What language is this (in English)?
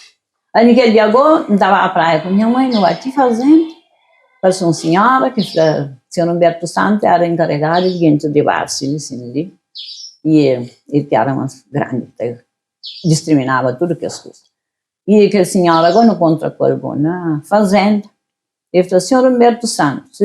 Kabuverdianu